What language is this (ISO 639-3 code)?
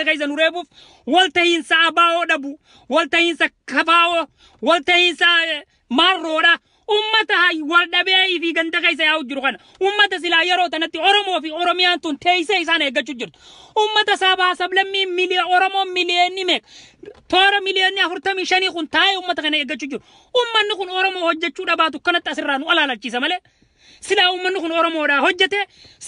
orm